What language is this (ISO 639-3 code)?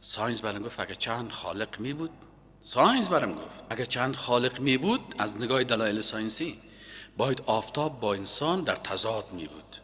fas